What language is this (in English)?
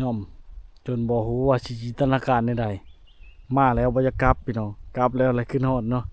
Lao